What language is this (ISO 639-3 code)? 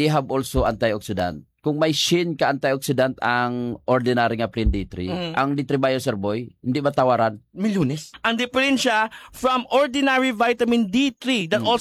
hil